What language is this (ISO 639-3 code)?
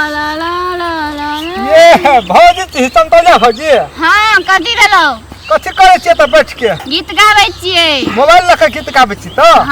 mai